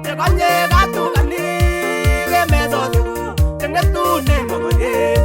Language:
Kalenjin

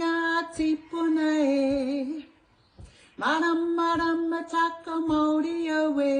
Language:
Māori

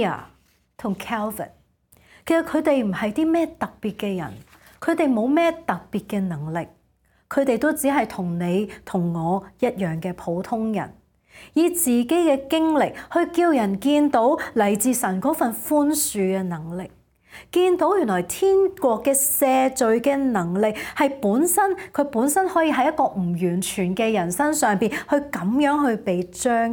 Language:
Cantonese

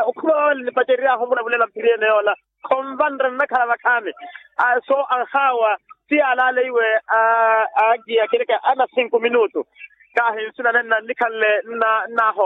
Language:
Makhuwa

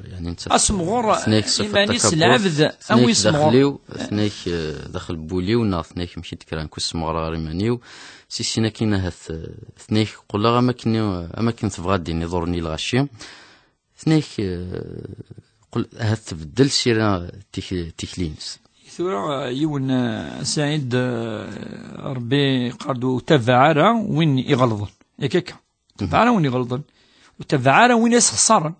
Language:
Kabyle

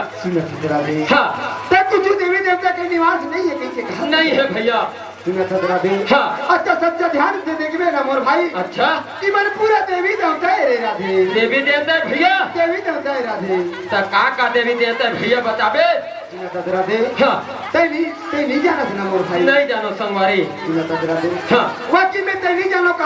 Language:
Chhattisgarhi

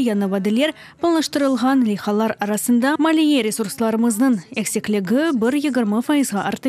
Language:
Crimean Tatar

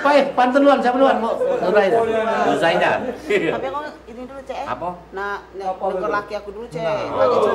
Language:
Musi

